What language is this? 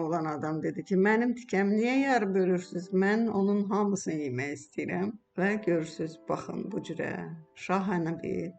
Azerbaijani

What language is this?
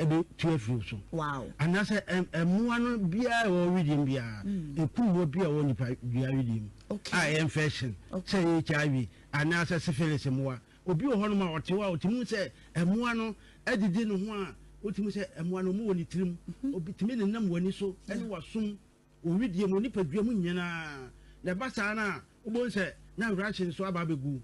Akan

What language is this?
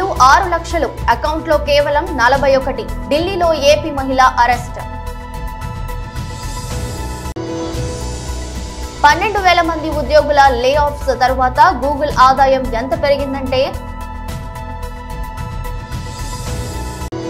Telugu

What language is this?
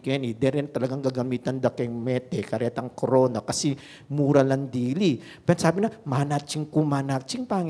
Pampanga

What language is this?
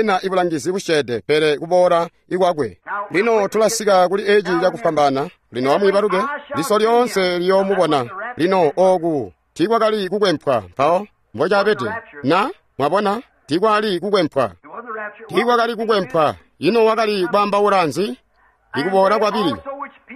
Tonga (Zambia)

